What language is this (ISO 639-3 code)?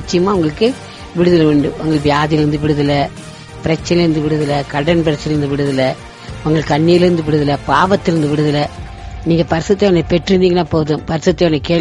tam